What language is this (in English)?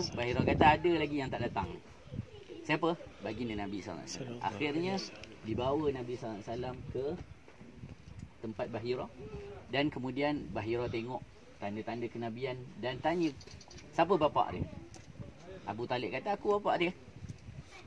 Malay